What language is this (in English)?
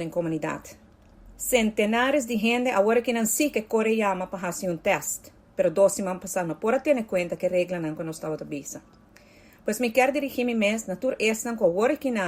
Papiamento